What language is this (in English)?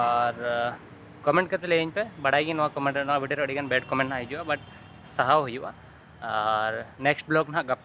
Santali